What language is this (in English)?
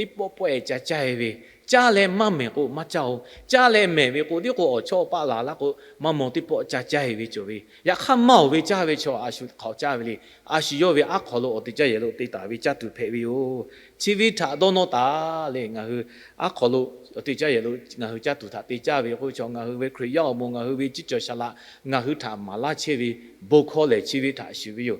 Lahu